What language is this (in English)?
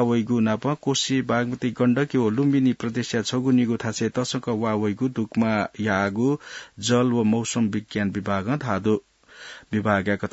Newari